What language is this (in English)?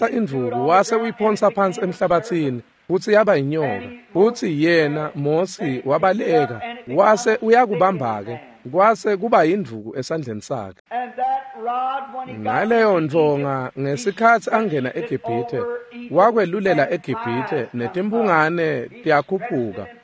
Swati